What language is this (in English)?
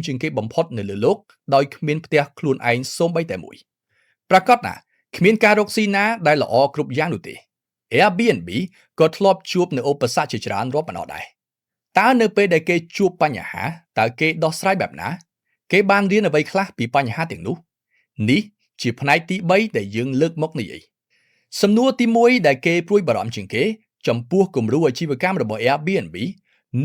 Khmer